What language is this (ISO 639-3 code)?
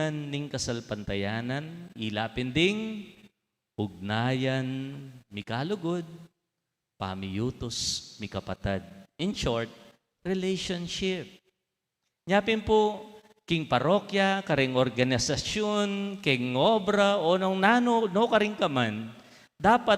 pam